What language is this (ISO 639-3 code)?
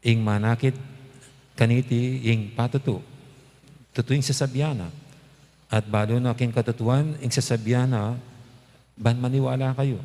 pam